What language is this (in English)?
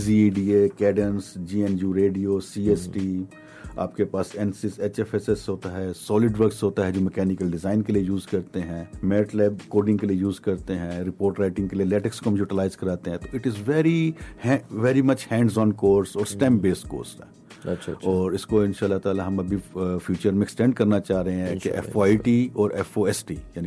Urdu